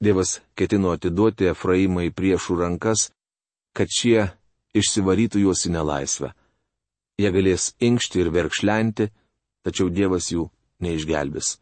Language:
Lithuanian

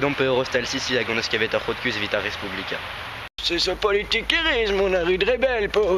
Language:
Breton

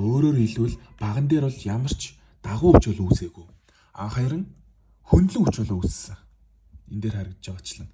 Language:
Mongolian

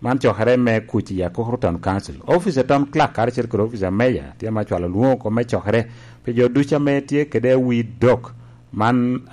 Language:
Lango (Uganda)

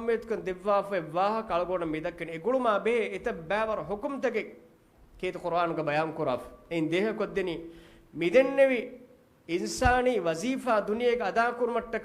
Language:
Divehi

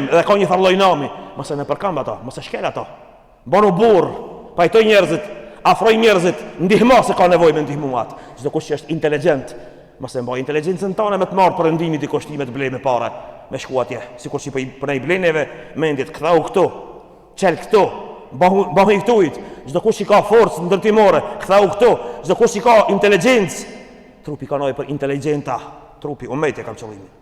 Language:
Albanian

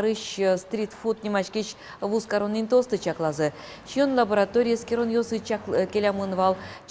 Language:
Udmurt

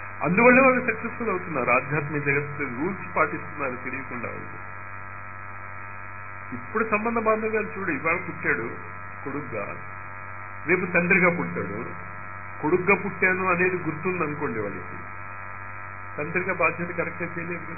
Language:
Telugu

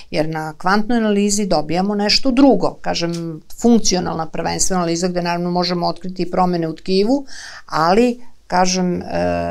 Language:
Serbian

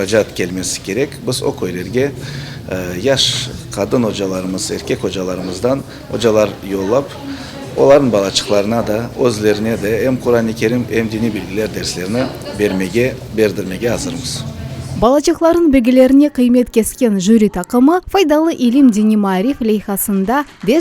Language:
Crimean Tatar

